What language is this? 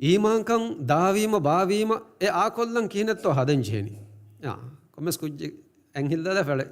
Divehi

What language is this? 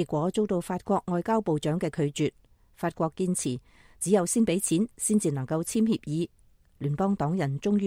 Cantonese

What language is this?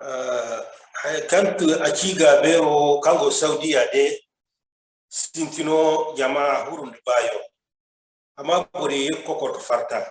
Zarma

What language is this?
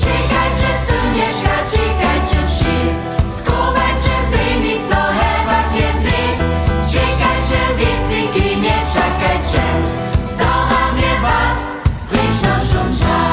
Upper Sorbian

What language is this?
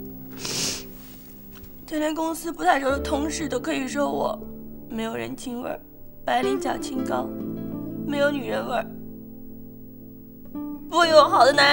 Chinese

